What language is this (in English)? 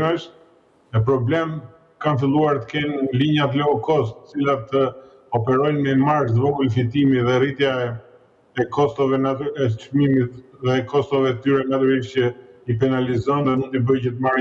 Albanian